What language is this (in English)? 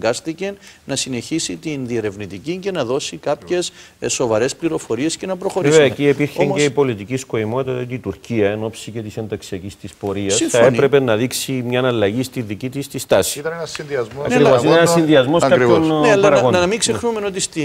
Greek